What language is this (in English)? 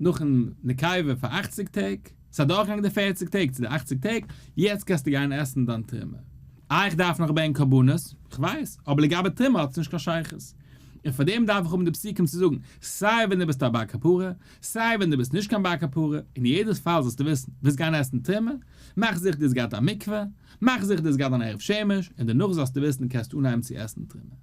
Yiddish